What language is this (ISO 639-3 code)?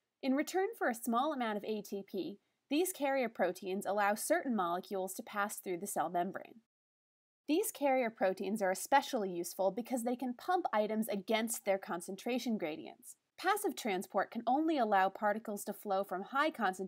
eng